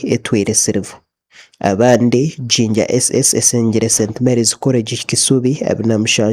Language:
Nyankole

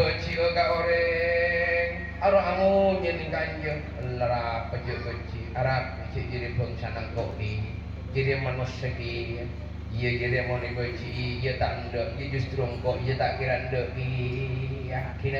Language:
Madurese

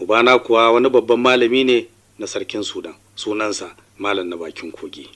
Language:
Hausa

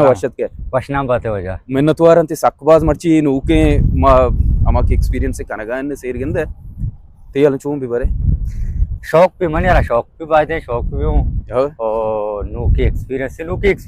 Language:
Baluchi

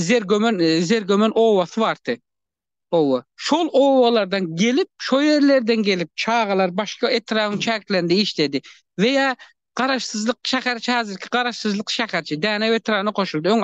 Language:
Turkmen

